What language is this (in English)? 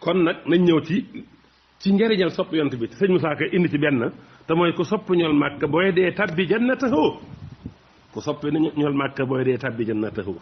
Wolof